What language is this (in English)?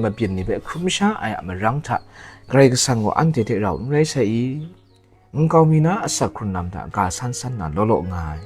Kachin